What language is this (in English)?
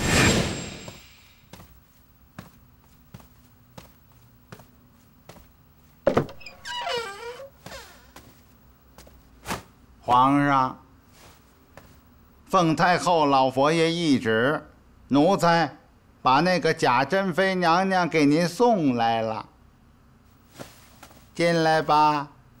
Chinese